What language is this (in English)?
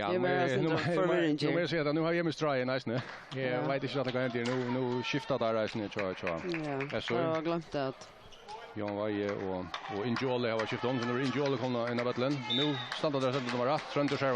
Faroese